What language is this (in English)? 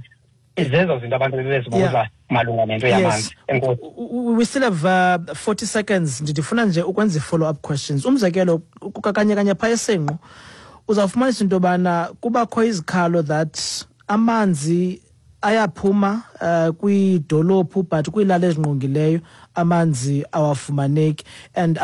Xhosa